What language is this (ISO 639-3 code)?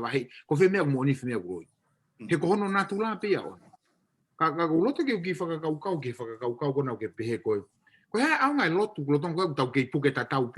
ton